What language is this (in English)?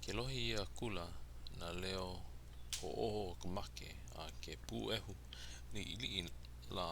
Hawaiian